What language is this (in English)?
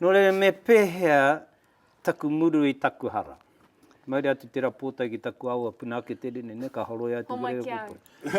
Māori